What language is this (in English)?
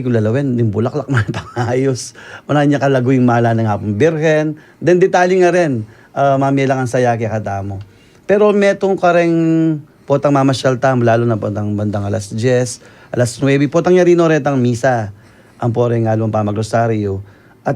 Pampanga